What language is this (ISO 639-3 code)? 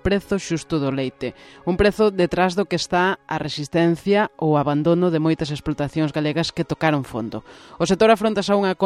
glg